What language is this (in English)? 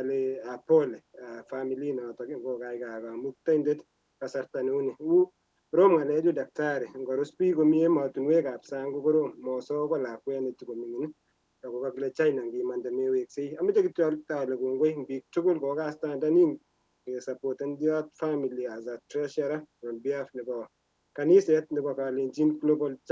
Kalenjin